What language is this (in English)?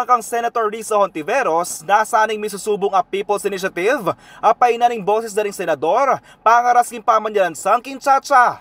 Pampanga